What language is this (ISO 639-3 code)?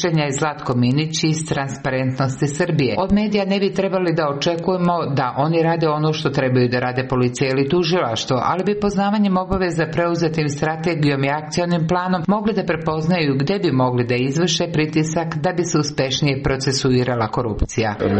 srp